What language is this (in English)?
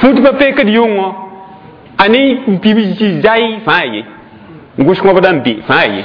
Mossi